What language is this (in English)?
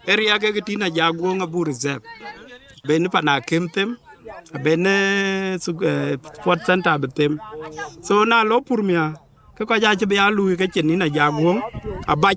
Dinka